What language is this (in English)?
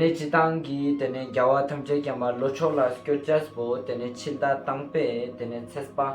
Ladakhi